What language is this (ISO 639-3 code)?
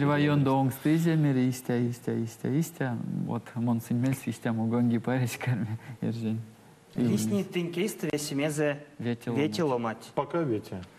myv